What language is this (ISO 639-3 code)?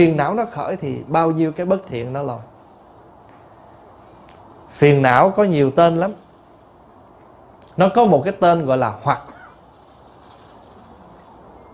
vie